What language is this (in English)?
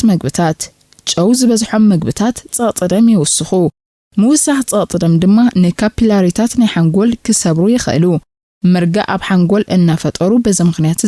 Tigrinya